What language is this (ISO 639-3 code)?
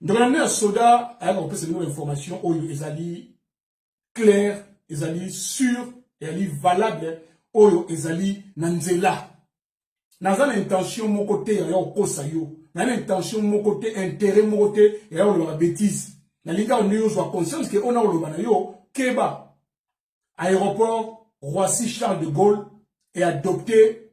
lin